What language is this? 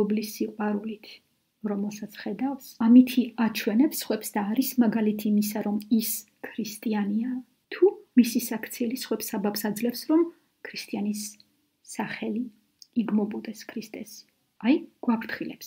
Georgian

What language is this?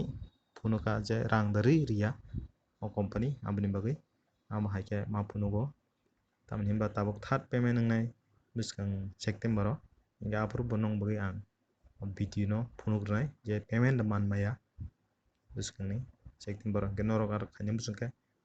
Kok Borok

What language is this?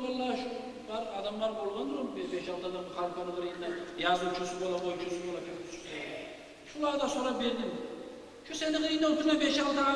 Kumyk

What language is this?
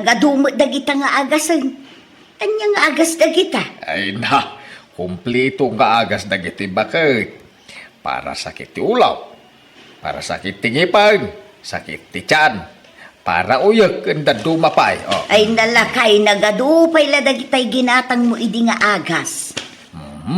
Iloko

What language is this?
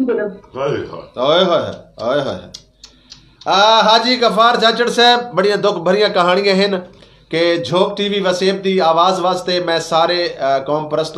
Saraiki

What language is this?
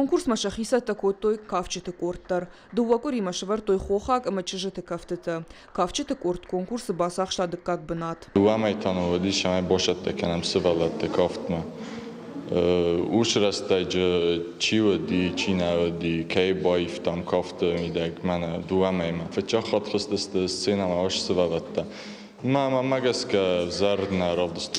Ossetic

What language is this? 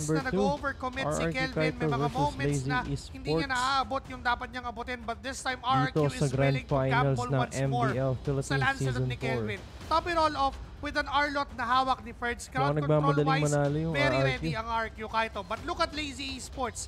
Filipino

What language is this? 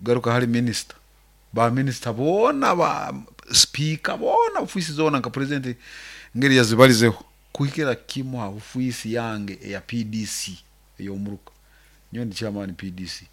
Nyoro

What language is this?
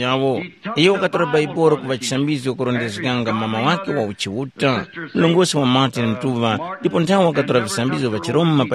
Tumbuka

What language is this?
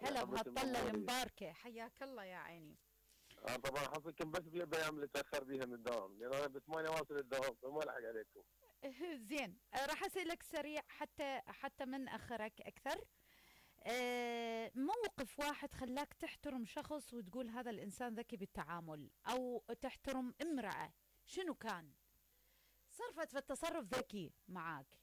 Mesopotamian Arabic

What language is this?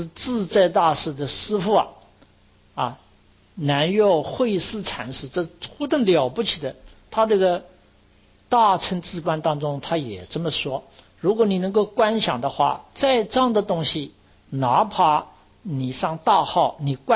Chinese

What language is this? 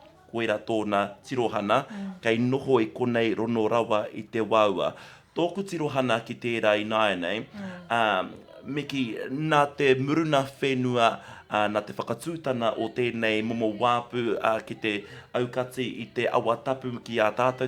Māori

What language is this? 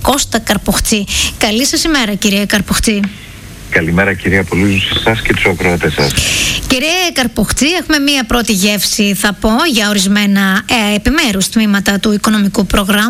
Greek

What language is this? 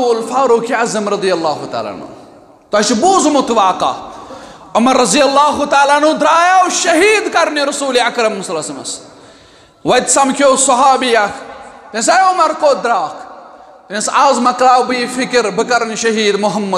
Kashmiri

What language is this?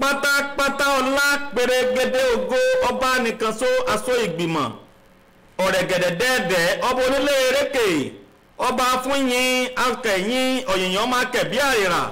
Yoruba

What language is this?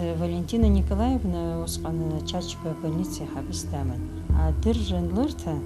Abkhazian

